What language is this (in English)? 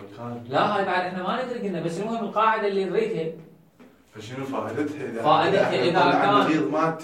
Mesopotamian Arabic